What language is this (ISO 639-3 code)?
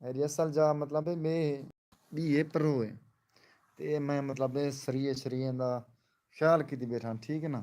skr